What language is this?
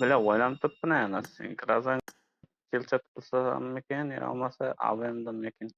Kara-Kalpak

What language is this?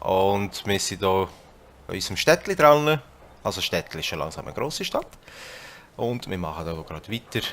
Swiss German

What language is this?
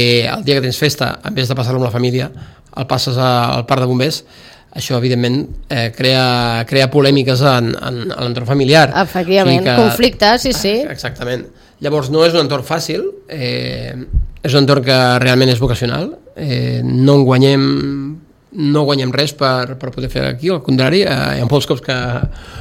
Catalan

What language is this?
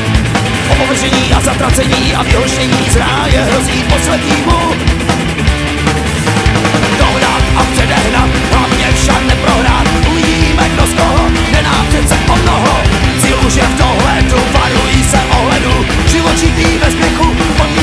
Czech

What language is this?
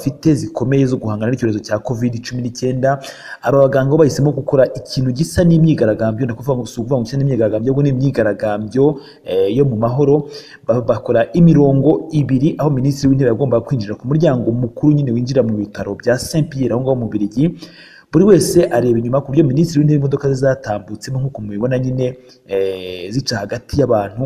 Kinyarwanda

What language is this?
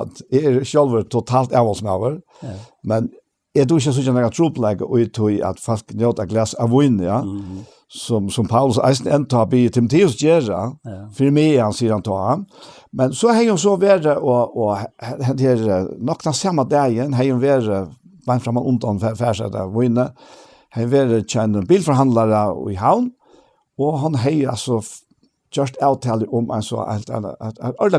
Faroese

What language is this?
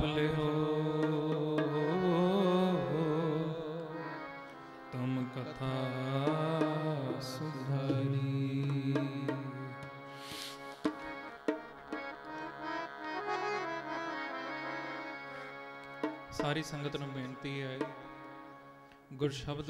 Punjabi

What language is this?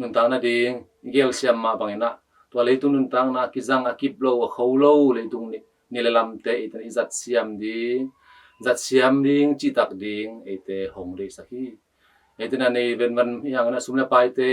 Tedim Chin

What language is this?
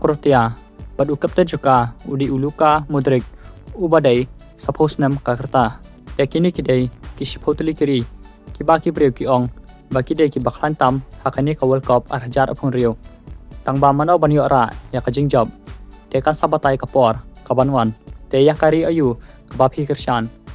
Khasi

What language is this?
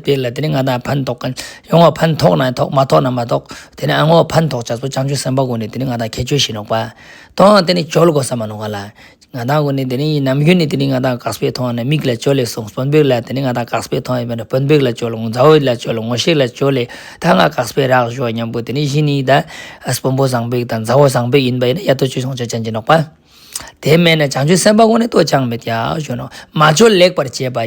Ladakhi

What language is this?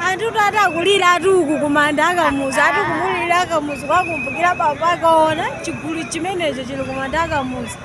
Nyanja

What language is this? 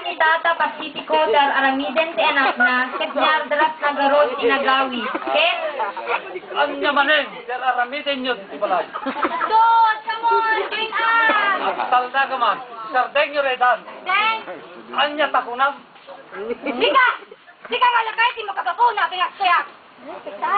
Iloko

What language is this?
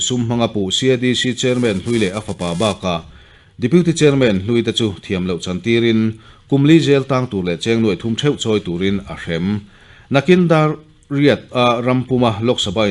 Mizo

